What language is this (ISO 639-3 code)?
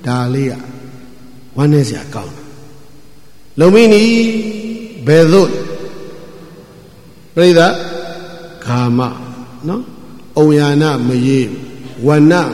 mya